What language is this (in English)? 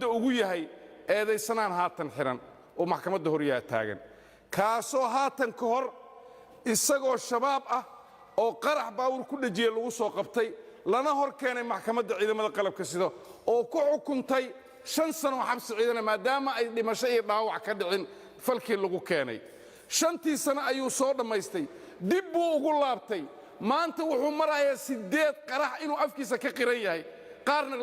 Somali